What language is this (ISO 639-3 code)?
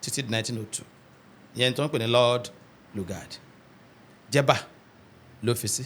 yor